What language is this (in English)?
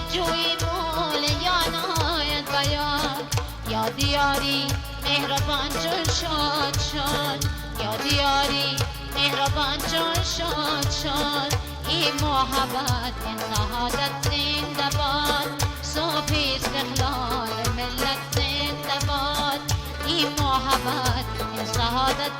Tajik